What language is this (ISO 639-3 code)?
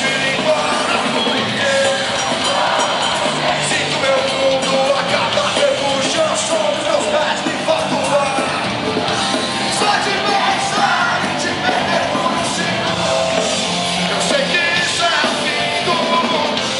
por